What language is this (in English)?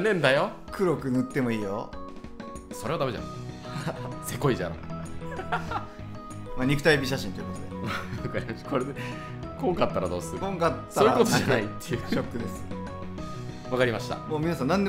Japanese